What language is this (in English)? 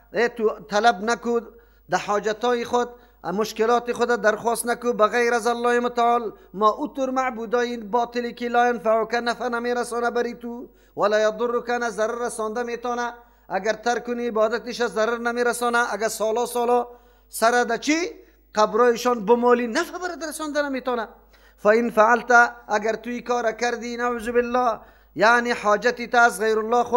Persian